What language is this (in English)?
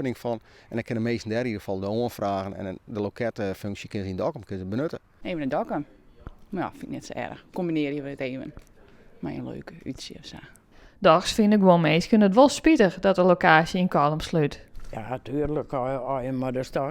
Western Frisian